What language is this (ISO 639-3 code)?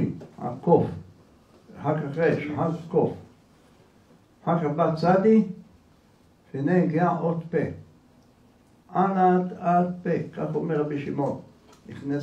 heb